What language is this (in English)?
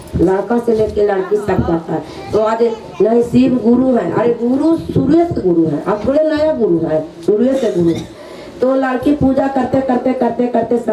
Magahi